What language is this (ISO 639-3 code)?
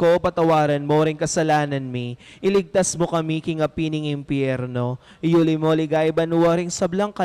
pam